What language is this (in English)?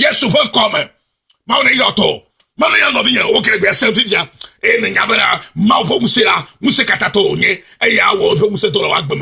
Ewe